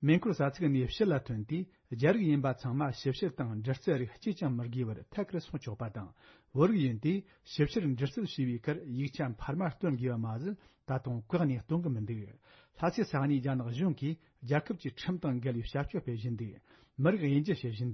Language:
Tibetan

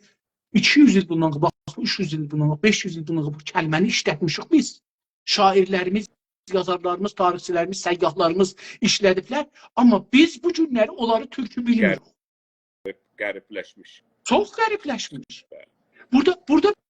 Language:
South Azerbaijani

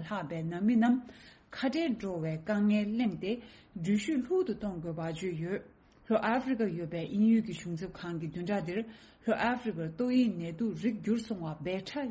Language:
Tibetan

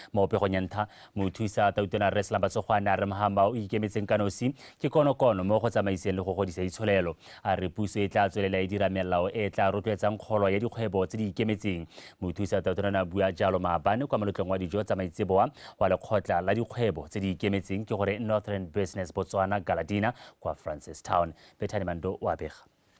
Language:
Tswana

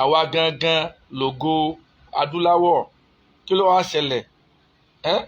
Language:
Yoruba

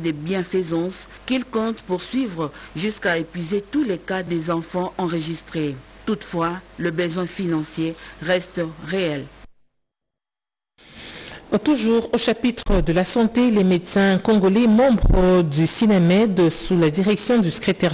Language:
French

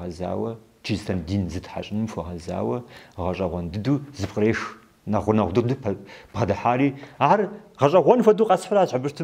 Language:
Kabardian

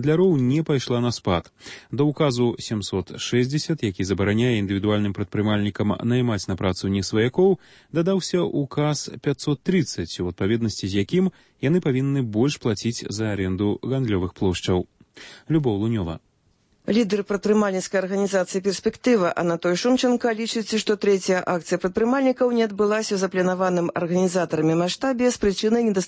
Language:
Belarusian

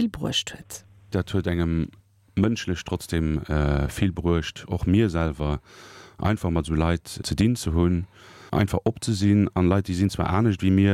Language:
Luxembourgish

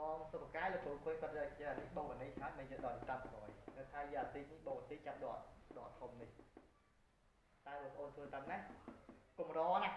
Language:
Khmer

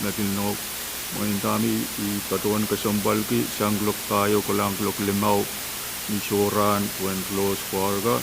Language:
Pohnpeian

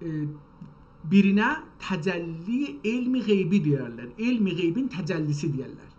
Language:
South Azerbaijani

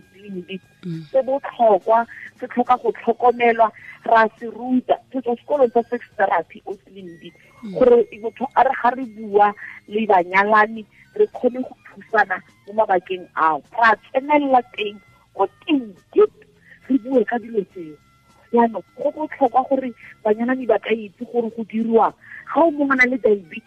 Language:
Tswana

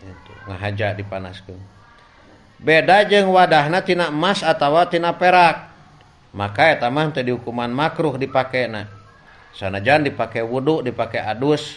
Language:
Sundanese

